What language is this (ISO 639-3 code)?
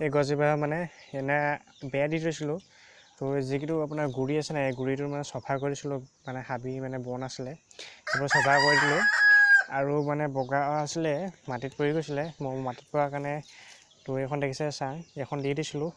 asm